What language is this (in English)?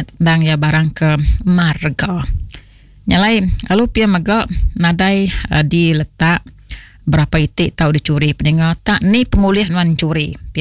Iban